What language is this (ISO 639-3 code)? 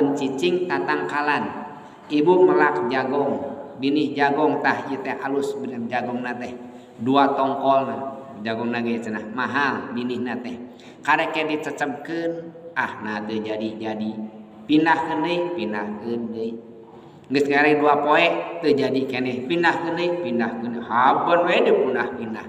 sun